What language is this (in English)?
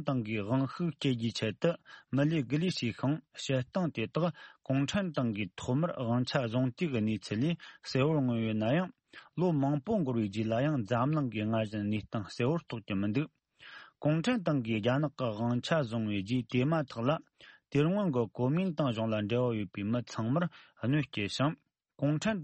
Tibetan